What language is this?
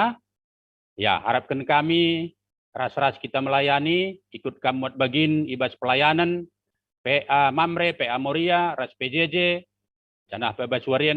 Batak Karo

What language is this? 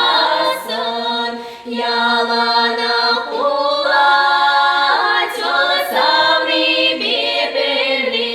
Chuvash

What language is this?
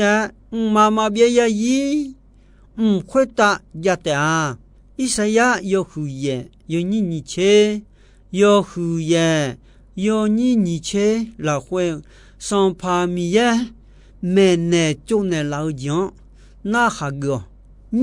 Akha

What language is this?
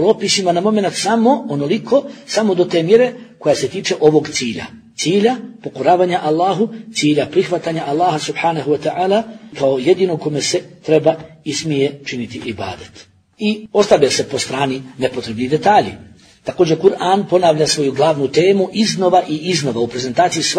Bosnian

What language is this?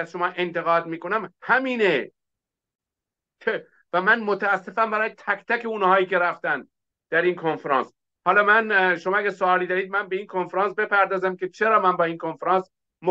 Persian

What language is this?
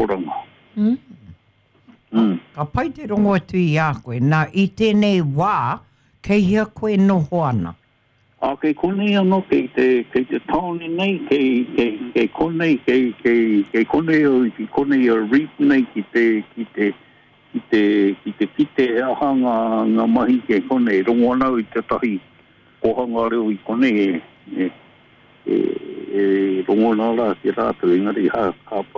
Māori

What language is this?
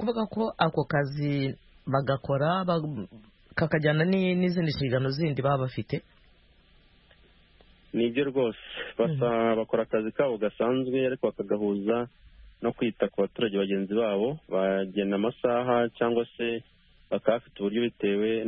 Kinyarwanda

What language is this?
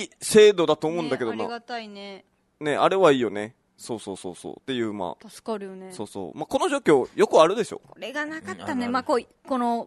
Japanese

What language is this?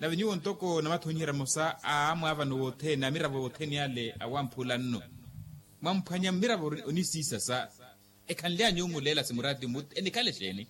Makhuwa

